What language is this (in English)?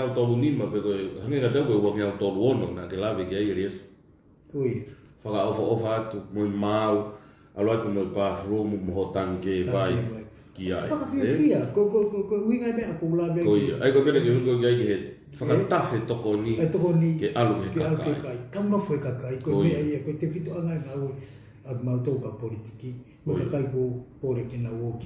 Tongan